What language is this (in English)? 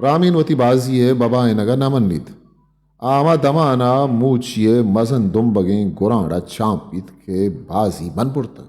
Eastern Balochi